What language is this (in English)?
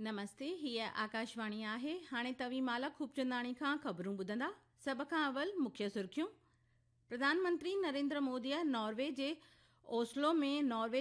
Sindhi